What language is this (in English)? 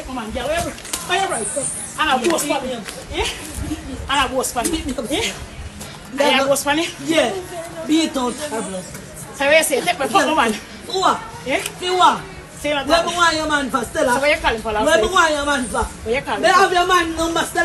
Jamaican Creole English